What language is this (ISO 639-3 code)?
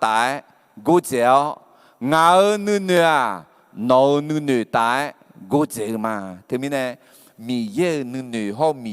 ahk